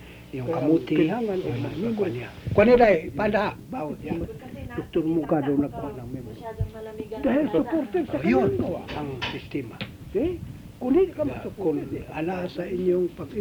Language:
Filipino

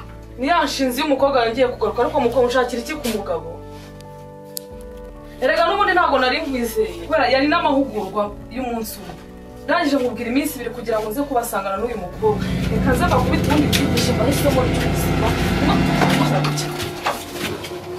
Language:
Kinyarwanda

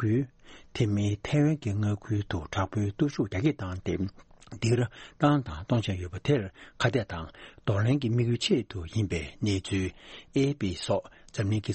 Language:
Tibetan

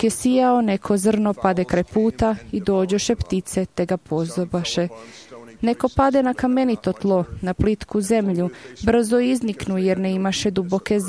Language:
Croatian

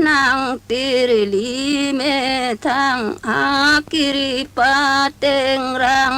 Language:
Karbi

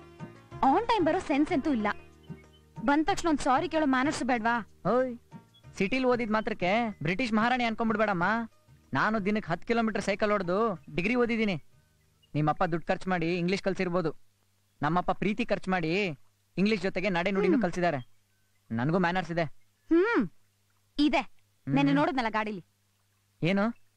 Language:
Kannada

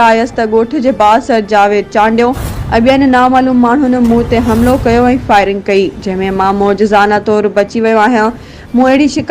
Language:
Sindhi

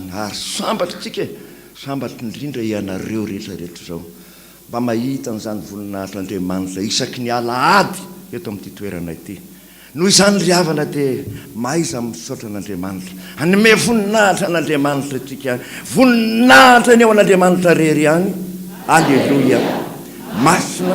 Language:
Malagasy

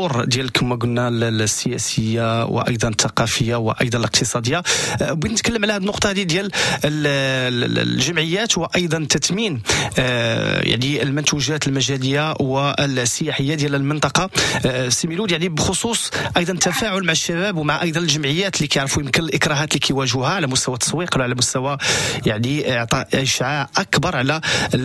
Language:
Moroccan Arabic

